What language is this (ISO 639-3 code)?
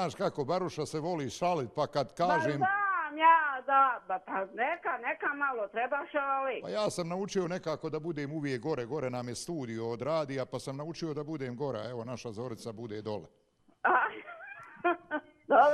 bos